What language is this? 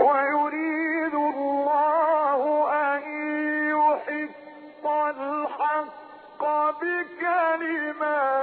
Egyptian Arabic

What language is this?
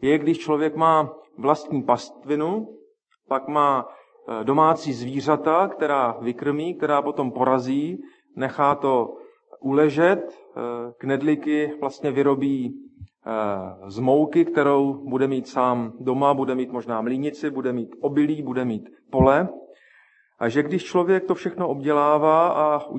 Czech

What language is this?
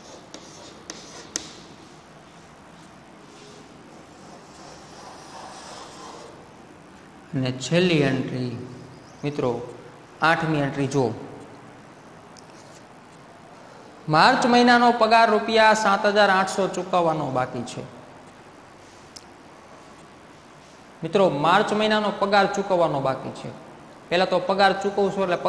Gujarati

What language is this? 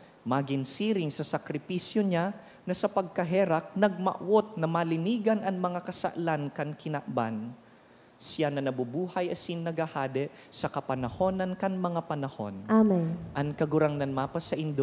Bikol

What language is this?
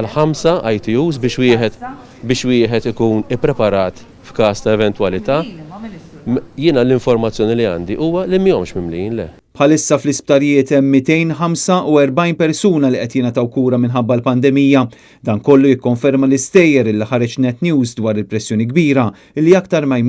Maltese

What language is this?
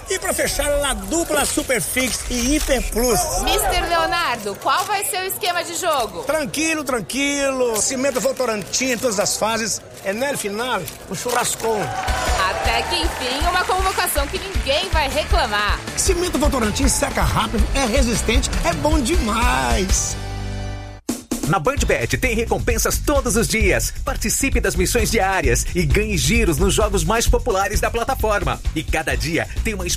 Portuguese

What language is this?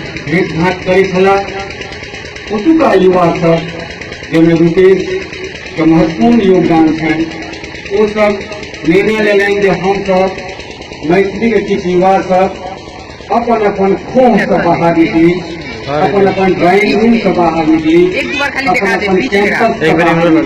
Maithili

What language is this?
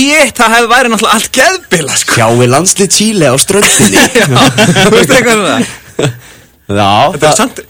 Icelandic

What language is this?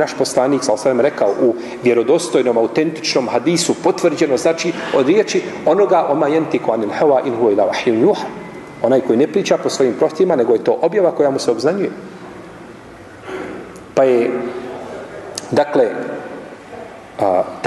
Bosnian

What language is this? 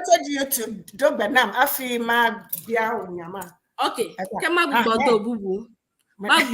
Ewe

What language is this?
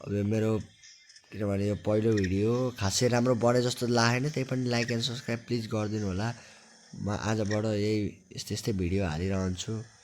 Nepali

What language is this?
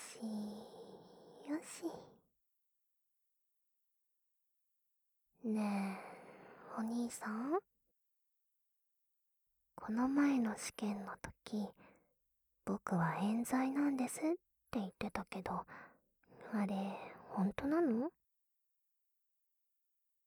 Japanese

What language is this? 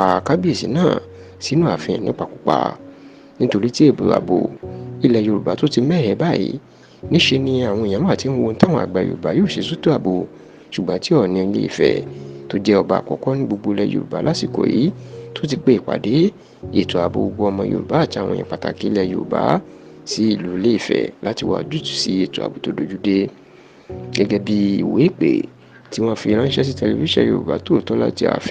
Yoruba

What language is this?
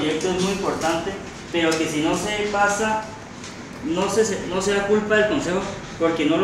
Spanish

